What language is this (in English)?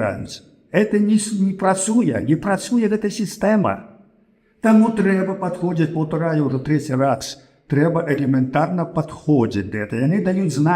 Belarusian